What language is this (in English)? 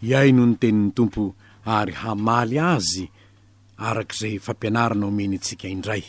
Malagasy